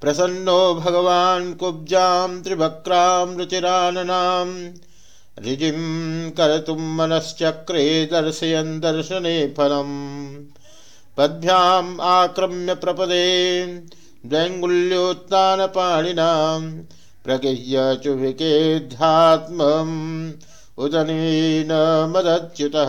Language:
Sanskrit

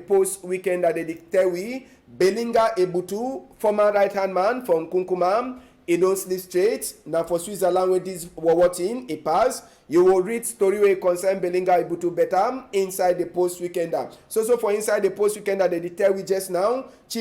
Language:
Cameroon Pidgin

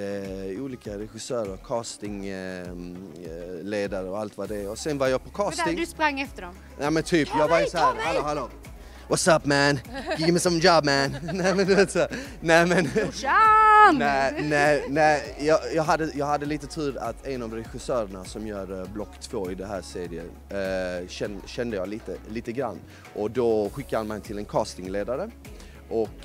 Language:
Swedish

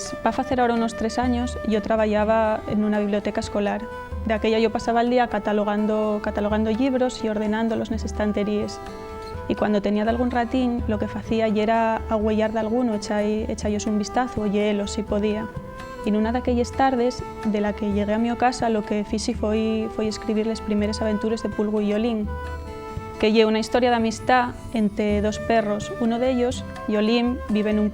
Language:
Asturian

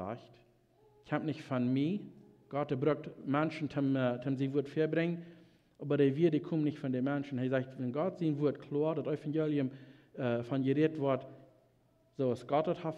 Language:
Plautdietsch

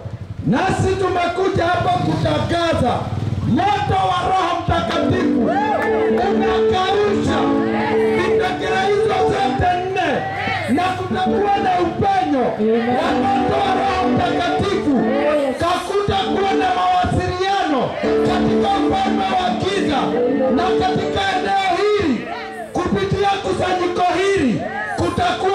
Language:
Swahili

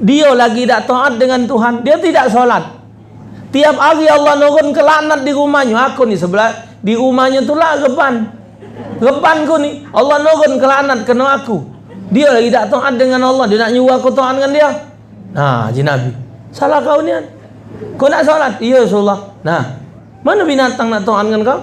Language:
Musi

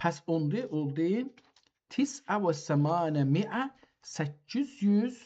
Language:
South Azerbaijani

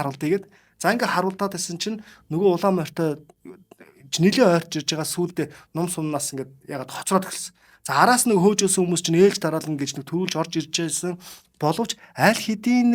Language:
Mongolian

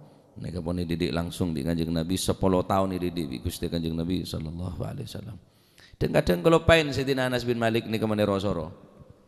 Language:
Madurese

